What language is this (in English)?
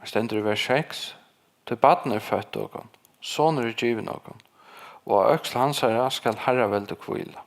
Faroese